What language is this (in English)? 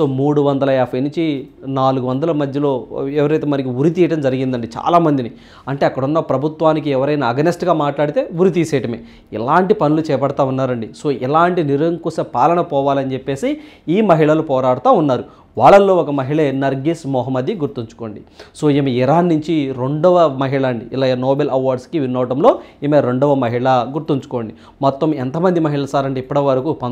Telugu